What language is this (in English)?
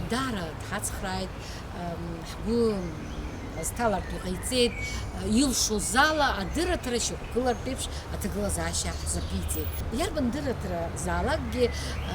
Abkhazian